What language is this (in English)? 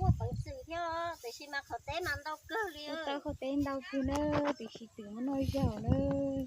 Hmong